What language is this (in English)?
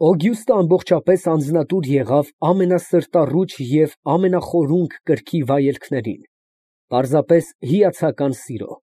Armenian